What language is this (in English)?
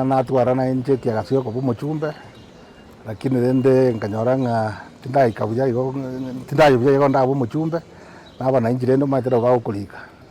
Gusii